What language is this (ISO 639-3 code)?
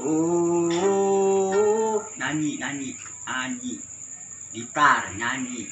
sun